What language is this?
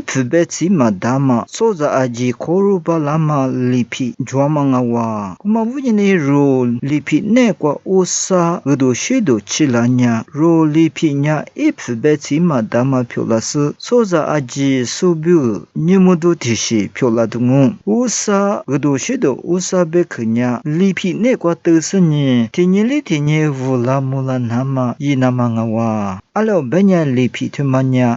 Lisu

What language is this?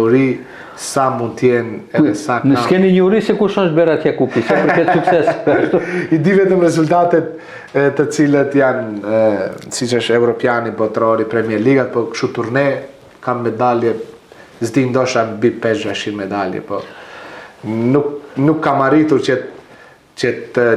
Albanian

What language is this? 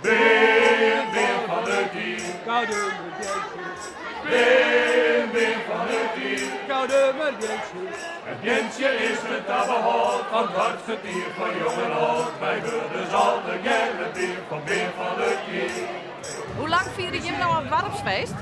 Western Frisian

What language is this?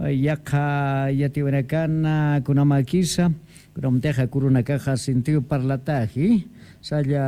Aymara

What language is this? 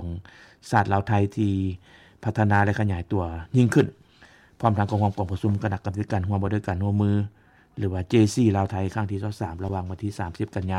Lao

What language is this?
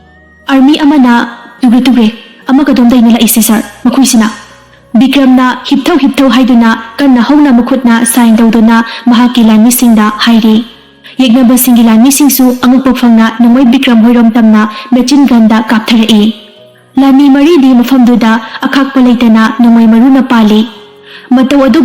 Manipuri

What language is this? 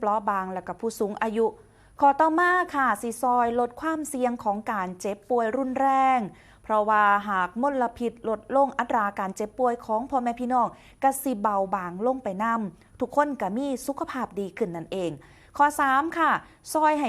Northeastern Thai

